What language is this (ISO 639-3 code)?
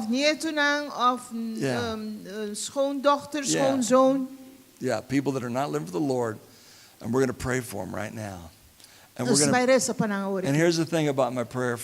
pap